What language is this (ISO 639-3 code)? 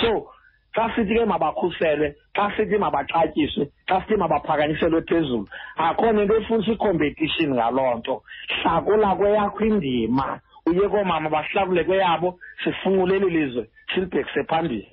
xho